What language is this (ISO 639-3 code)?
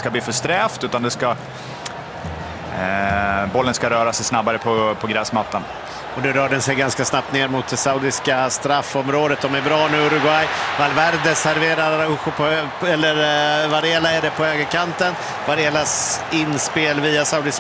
swe